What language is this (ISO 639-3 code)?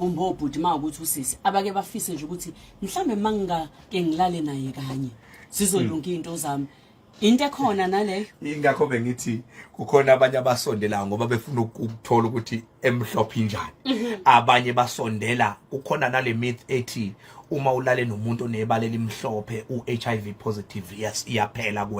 zul